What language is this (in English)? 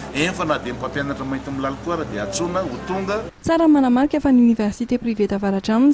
Malagasy